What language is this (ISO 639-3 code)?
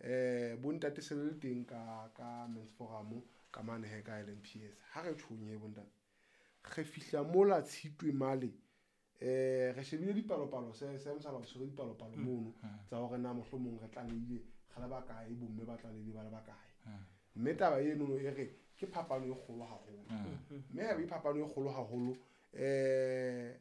sot